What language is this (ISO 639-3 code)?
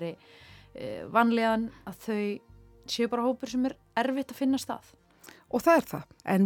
isl